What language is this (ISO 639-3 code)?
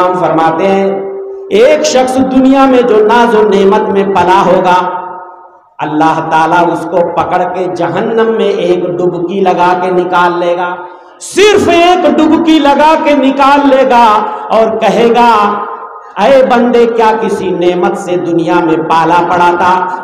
urd